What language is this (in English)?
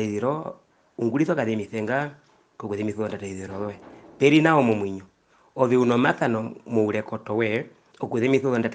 Herero